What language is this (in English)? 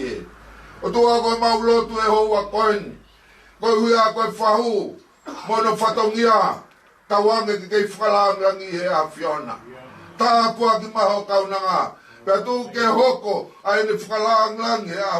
Tongan